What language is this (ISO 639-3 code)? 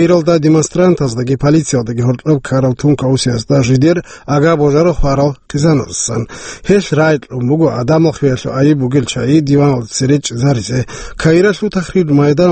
ava